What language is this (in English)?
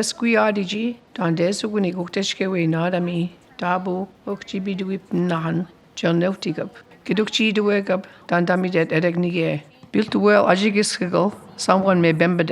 Mi'kmaw